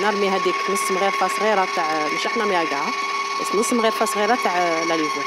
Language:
Algerian Arabic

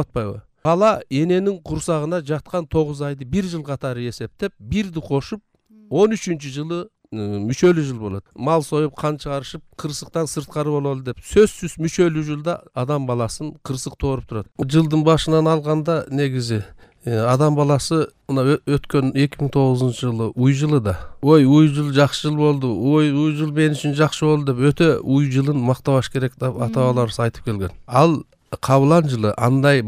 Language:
Kyrgyz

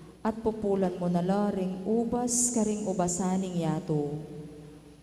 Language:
Pampanga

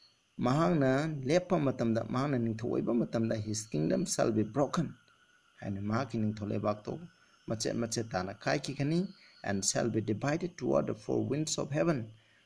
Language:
Manipuri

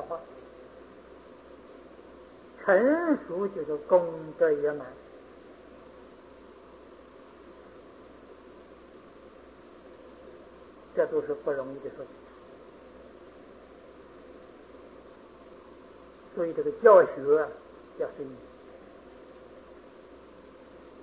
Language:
Chinese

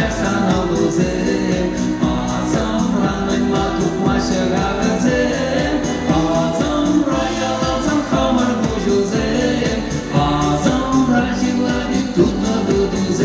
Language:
Chuvash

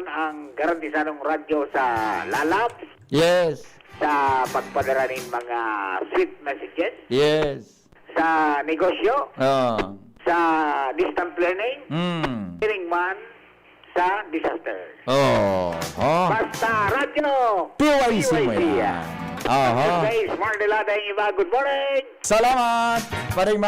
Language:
Bikol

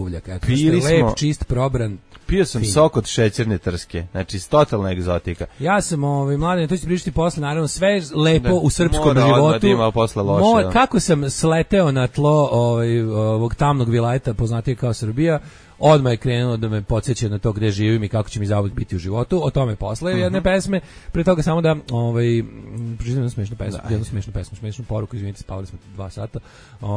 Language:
Serbian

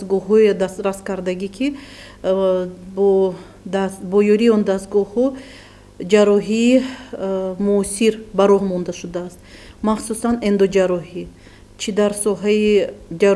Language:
Tajik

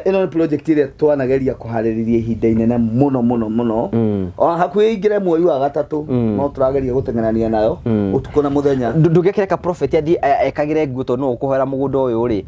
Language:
Kikuyu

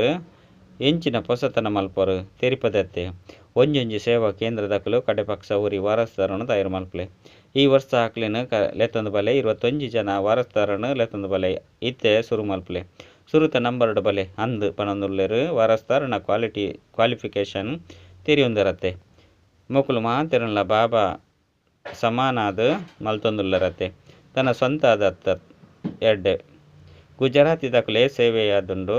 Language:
Tulu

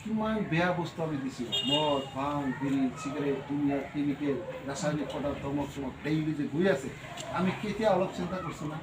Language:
Assamese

